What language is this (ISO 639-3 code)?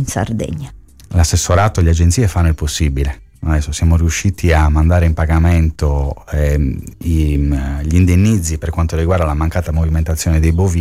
ita